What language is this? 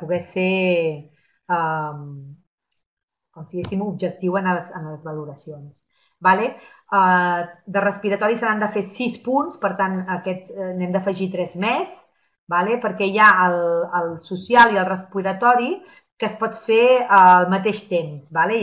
Catalan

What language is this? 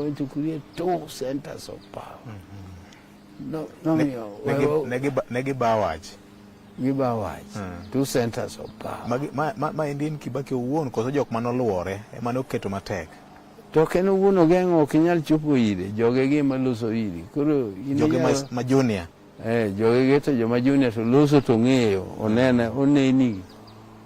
Luo (Kenya and Tanzania)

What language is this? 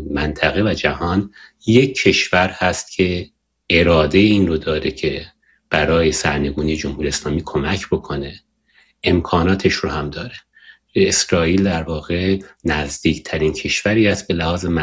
Persian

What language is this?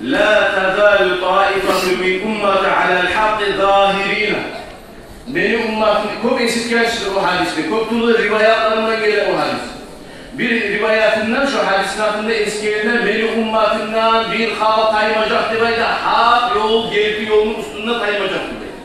Kumyk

